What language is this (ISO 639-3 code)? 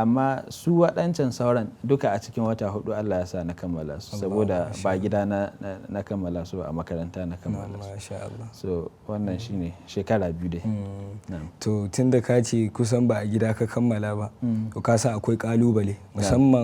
hau